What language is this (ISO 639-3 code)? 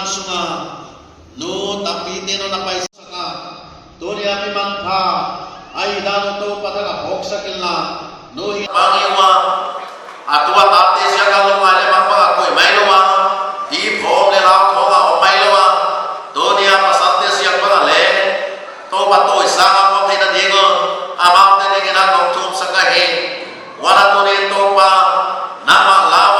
pck